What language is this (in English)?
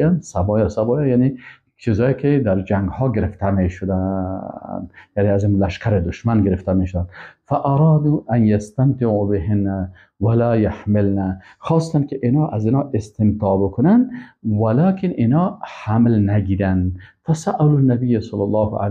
Persian